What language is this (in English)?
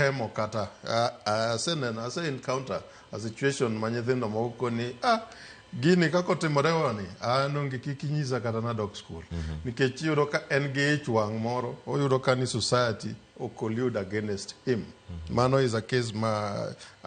Luo (Kenya and Tanzania)